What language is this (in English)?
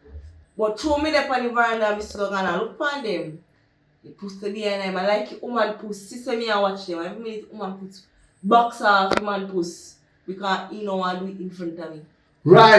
Jamaican Creole English